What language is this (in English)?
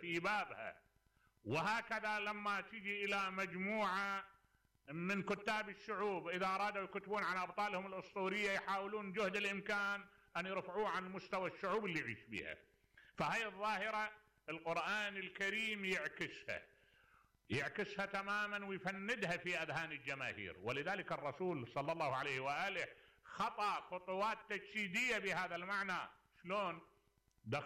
Mesopotamian Arabic